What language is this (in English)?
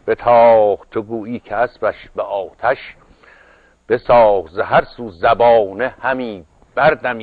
Persian